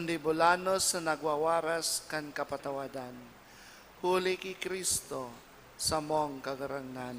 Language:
Bikol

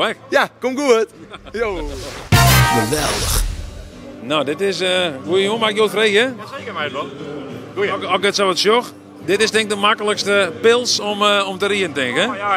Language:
Western Frisian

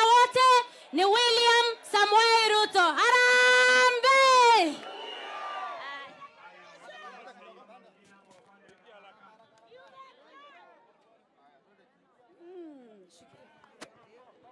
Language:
Swahili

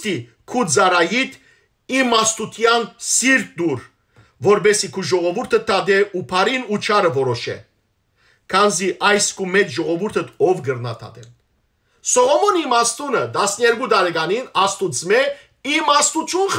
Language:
Western Armenian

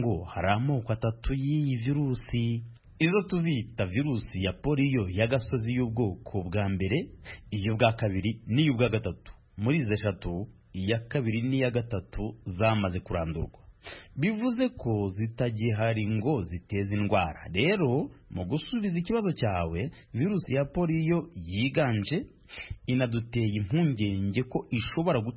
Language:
Kinyarwanda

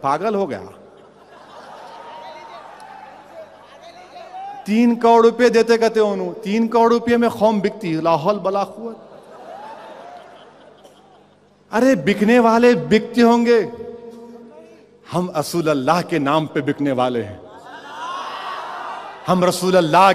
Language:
Urdu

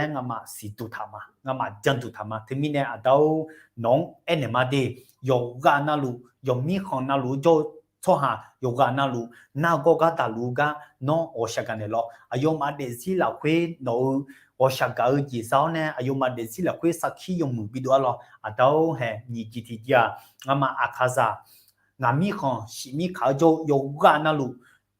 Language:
Akha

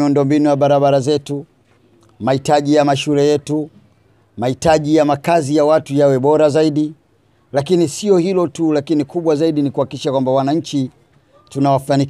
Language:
Swahili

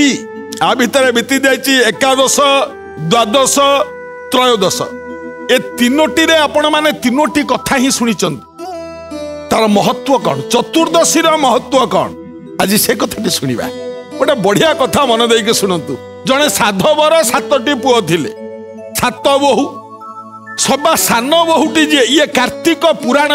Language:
Odia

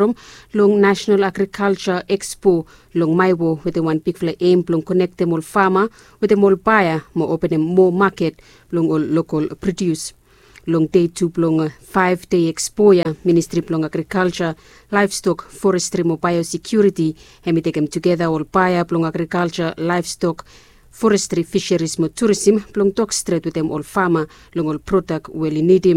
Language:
Bislama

